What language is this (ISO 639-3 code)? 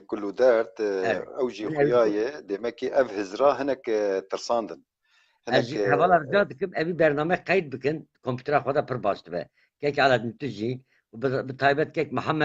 kur